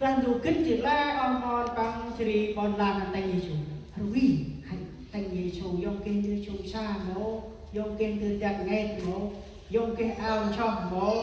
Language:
Central Mnong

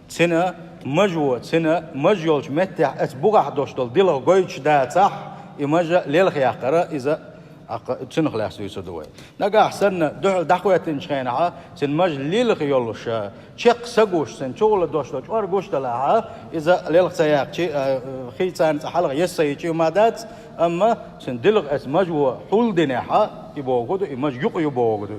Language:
Chechen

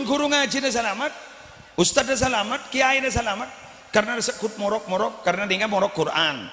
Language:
Madurese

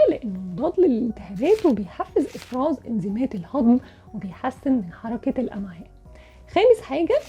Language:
Egyptian Arabic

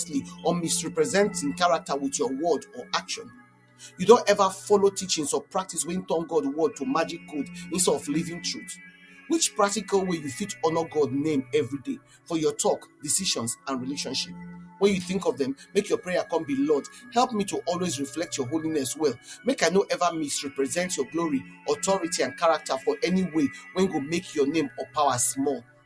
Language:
Nigerian Pidgin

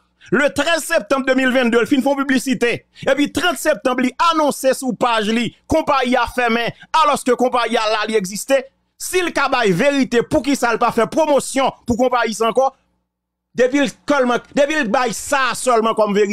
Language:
Haitian Creole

